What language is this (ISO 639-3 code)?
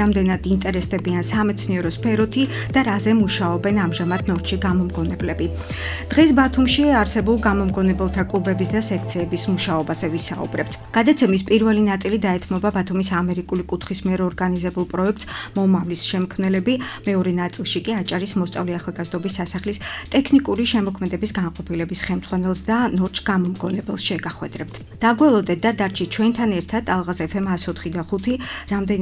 kat